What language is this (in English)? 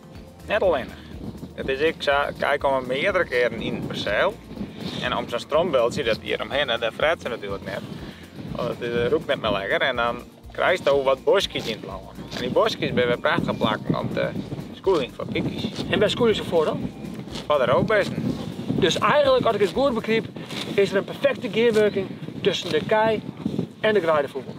Western Frisian